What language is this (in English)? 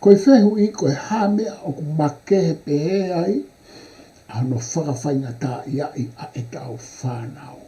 Tongan